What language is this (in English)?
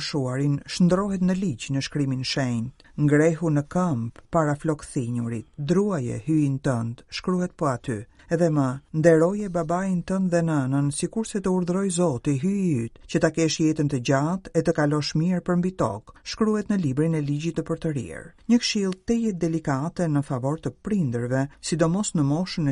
Albanian